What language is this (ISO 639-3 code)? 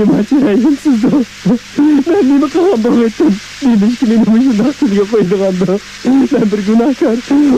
uig